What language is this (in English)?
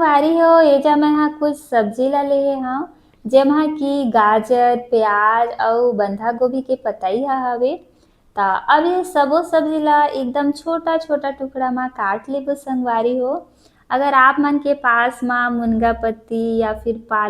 Chhattisgarhi